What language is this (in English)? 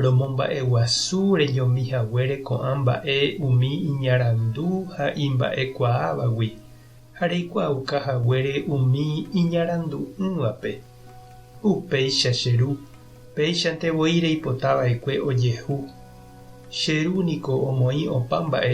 Guarani